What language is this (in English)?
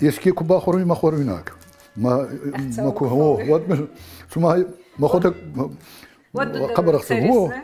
Ossetic